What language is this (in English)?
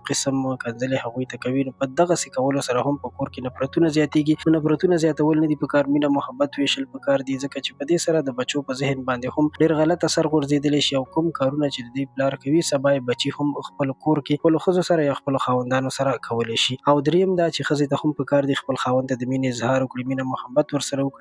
Pashto